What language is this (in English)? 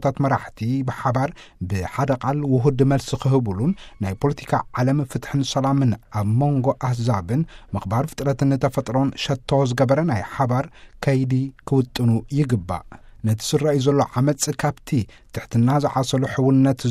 Tigrinya